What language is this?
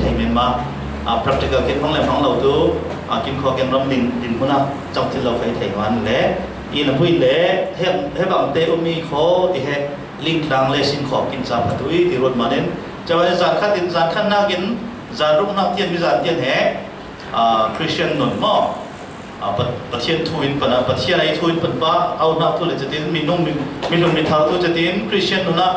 Falam Chin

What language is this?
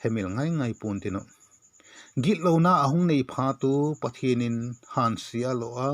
Vaiphei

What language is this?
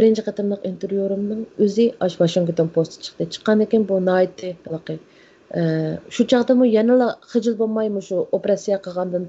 Uyghur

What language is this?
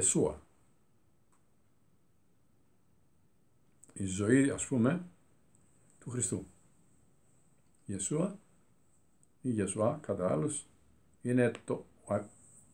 Greek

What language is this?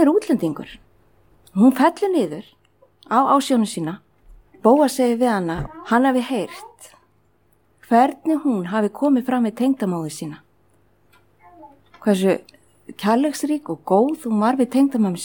Icelandic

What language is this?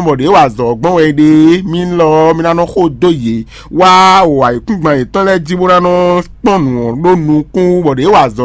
Fon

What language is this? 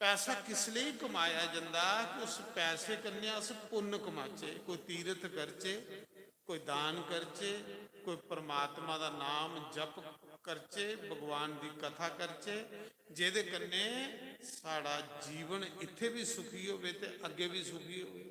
Dogri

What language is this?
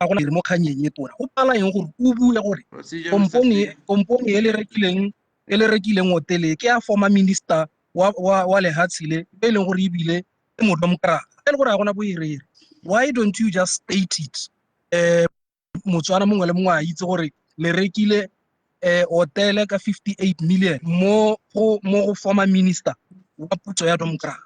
Tswana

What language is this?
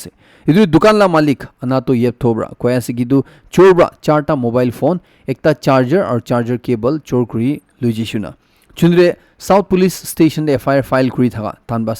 Naga Pidgin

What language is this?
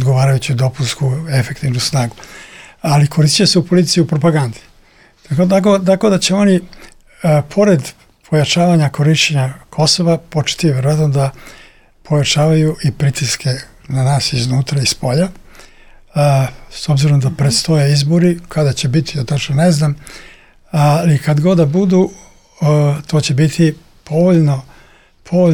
Serbian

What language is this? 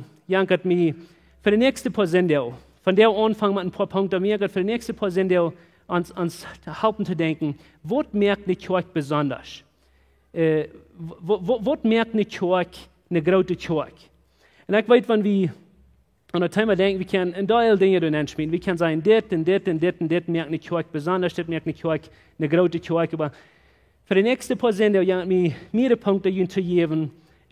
Plautdietsch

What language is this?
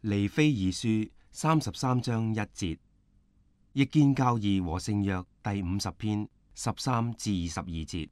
Cantonese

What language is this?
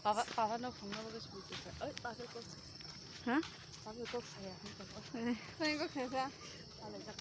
Kok Borok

